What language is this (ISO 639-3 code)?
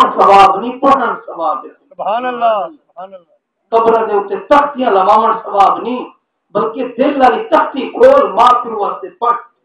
skr